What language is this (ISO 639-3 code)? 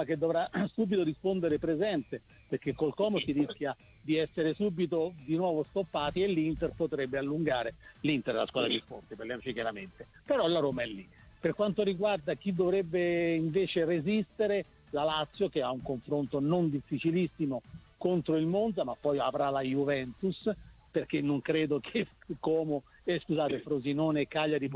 ita